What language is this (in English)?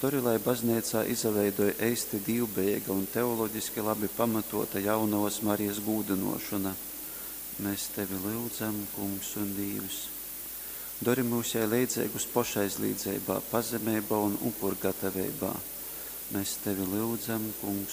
Latgalian